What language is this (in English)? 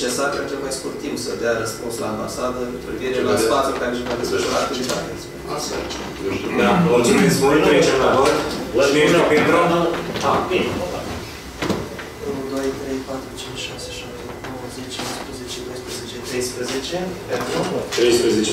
Romanian